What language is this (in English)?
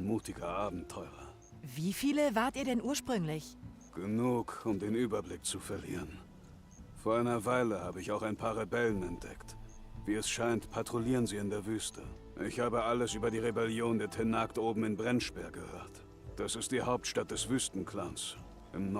Bavarian